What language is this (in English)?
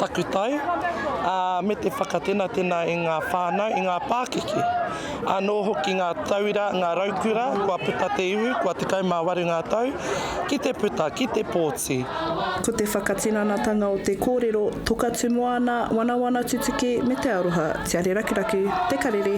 Māori